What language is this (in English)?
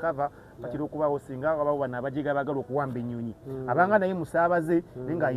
Ganda